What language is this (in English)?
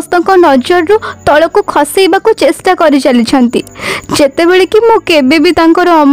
Odia